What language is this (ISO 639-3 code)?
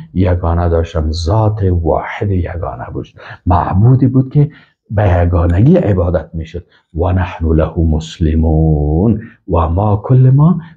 fas